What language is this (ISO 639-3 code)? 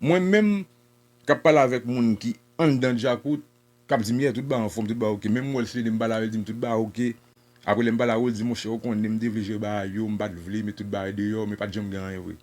hat